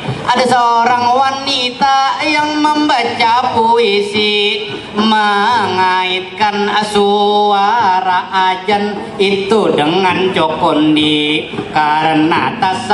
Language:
Banjar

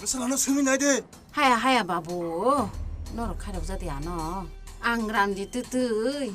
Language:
Kok Borok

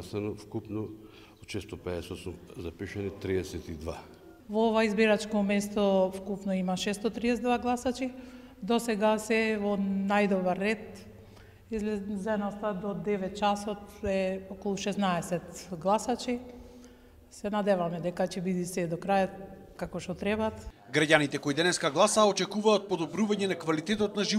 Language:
Macedonian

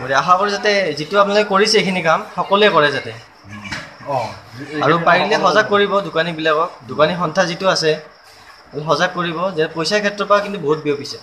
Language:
Assamese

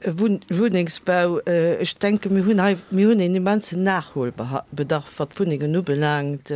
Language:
Luxembourgish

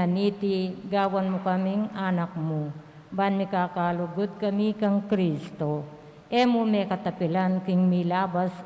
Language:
Pampanga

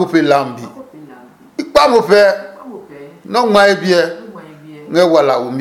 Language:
Adangme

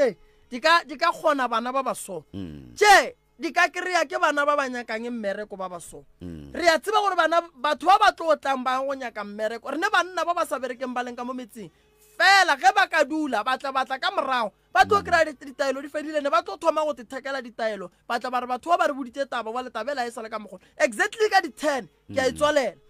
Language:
Northern Sotho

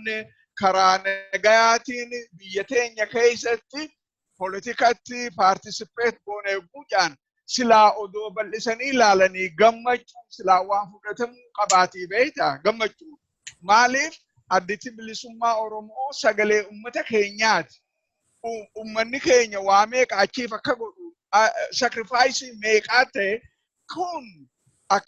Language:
Oromo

